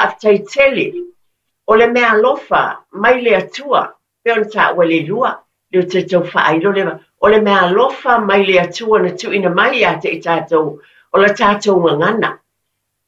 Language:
Samoan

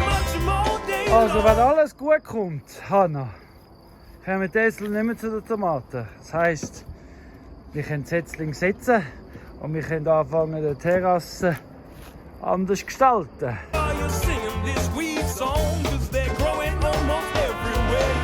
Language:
Swiss German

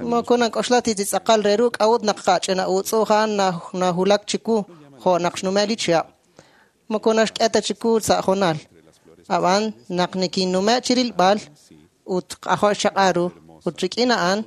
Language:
Kekchí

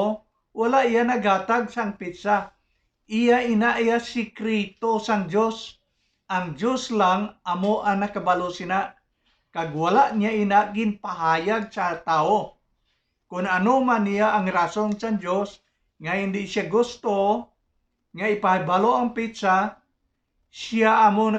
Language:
Hiligaynon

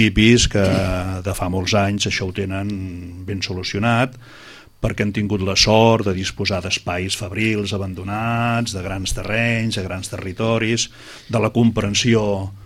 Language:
Catalan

